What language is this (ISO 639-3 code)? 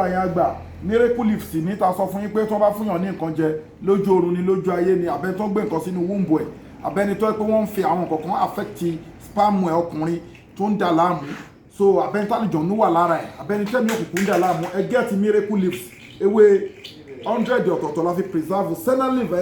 yor